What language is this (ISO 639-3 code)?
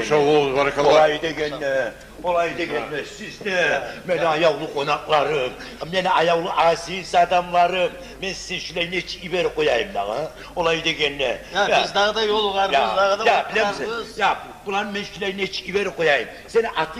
kum